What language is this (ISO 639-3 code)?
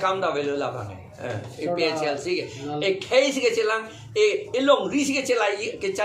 mjw